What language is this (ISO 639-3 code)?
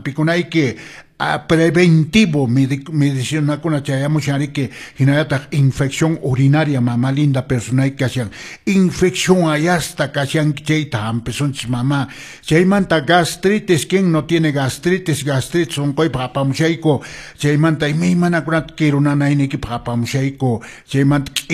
que